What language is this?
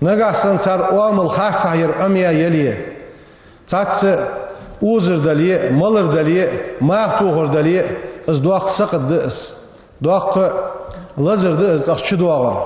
Ingush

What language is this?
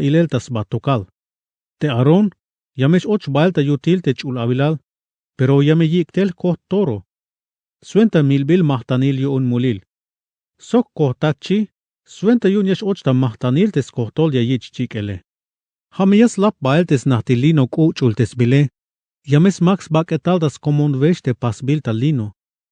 Tzeltal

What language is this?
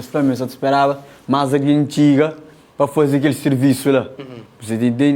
Kabuverdianu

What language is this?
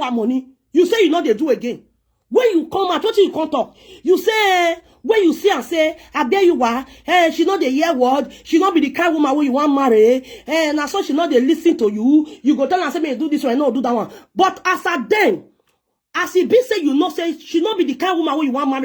Nigerian Pidgin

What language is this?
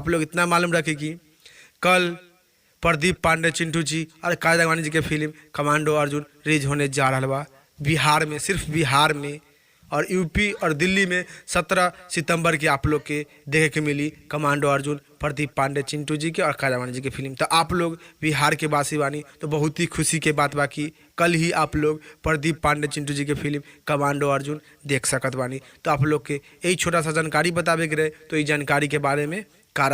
Bhojpuri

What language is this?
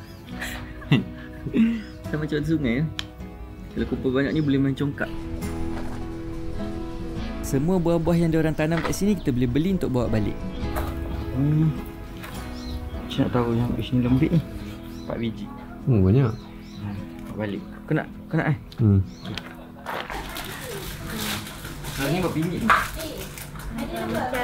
Malay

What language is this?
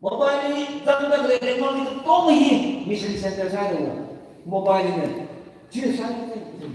Tangkhul Naga (India)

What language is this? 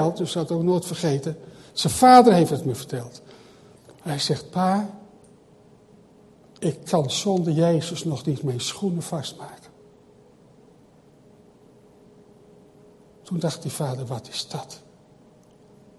Dutch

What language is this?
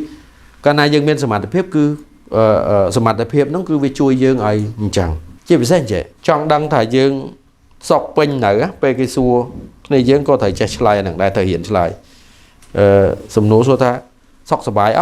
Khmer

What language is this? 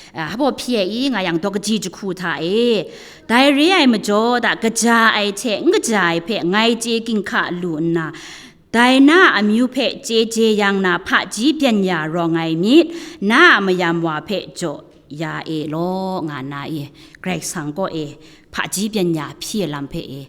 Kachin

